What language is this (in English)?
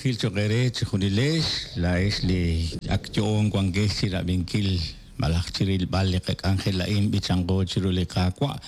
Kekchí